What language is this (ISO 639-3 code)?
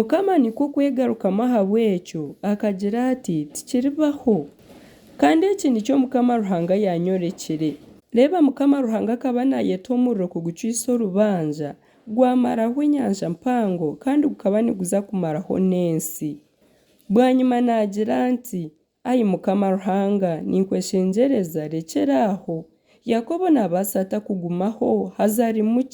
nyn